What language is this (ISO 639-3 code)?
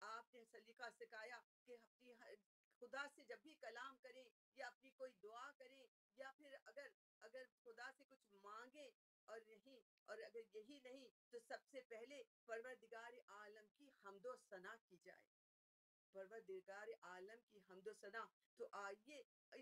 urd